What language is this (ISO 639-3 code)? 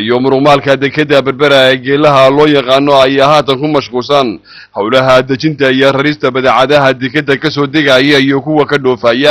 som